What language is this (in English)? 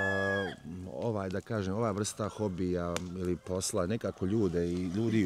Bosnian